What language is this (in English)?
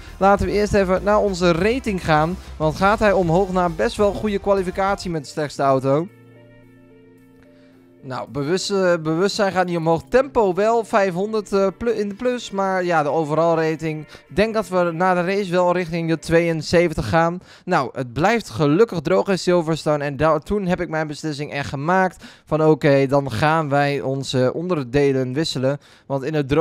Dutch